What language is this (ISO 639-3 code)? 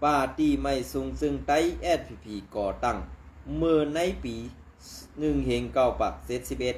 shn